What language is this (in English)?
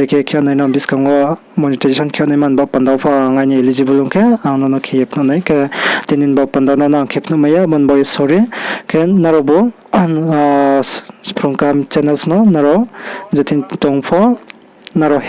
Riang (India)